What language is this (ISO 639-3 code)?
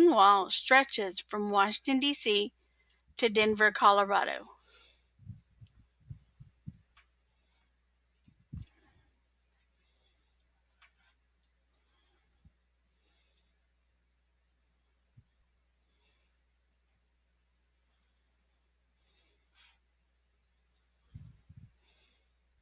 eng